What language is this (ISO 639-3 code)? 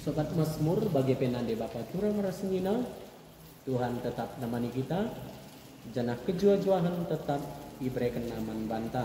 btx